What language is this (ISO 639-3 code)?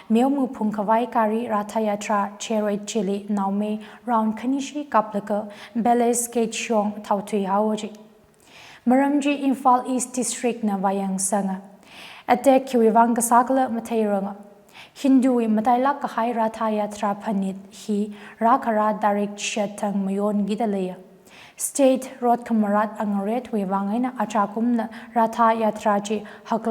nmf